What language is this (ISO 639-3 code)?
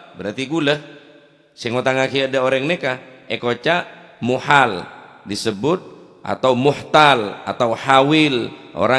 mad